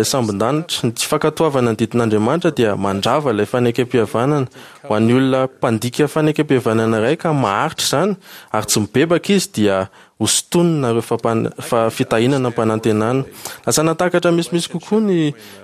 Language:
Malagasy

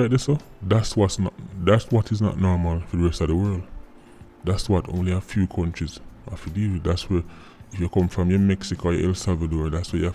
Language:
Jamaican Creole English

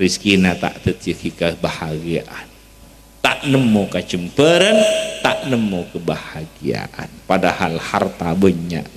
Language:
Madurese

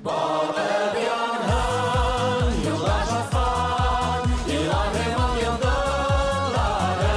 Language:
Bashkir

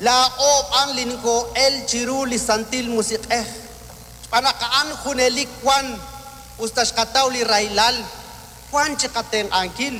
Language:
Kekchí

